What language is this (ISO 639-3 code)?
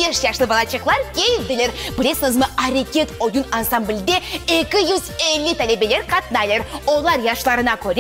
crh